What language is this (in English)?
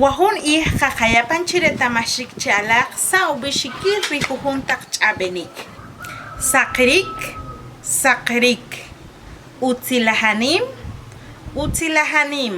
Achi